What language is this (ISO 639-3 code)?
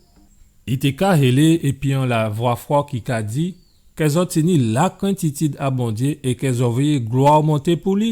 gcf